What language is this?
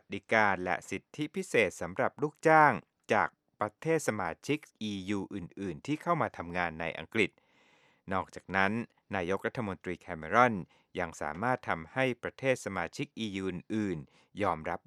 Thai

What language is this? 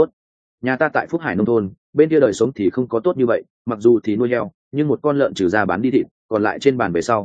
Vietnamese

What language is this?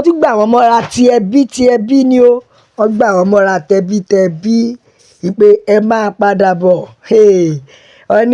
Yoruba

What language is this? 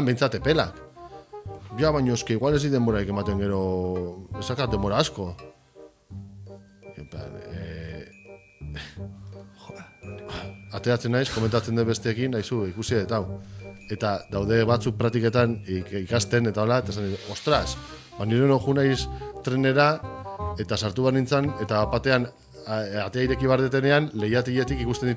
Basque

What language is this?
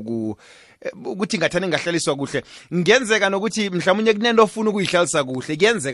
South Ndebele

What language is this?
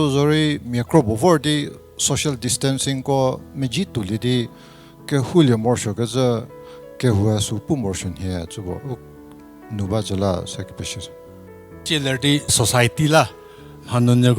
Angami Naga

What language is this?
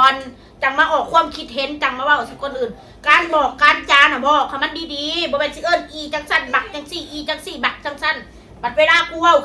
Northeastern Thai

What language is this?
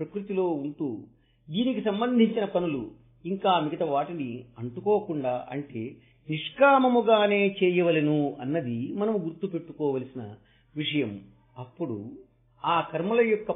Telugu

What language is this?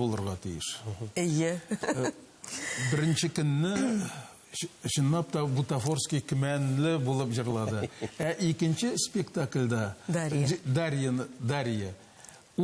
Tatar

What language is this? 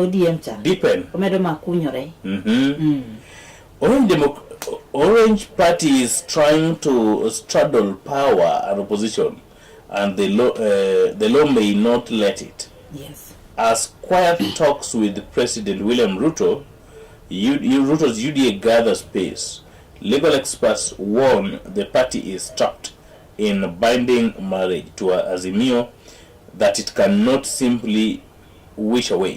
Luo (Kenya and Tanzania)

